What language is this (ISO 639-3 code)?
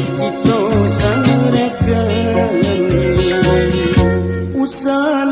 min